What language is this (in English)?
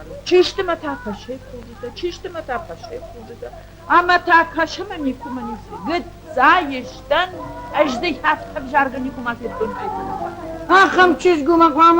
Ossetic